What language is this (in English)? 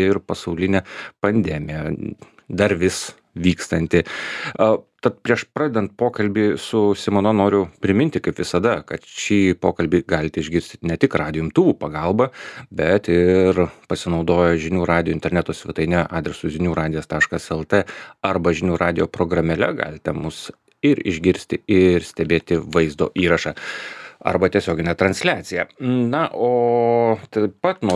Lithuanian